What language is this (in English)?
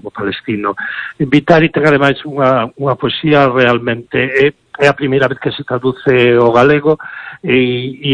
Galician